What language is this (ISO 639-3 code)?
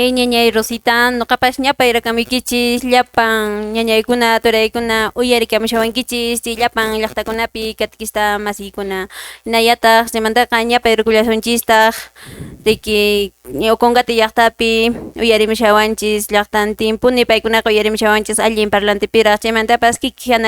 que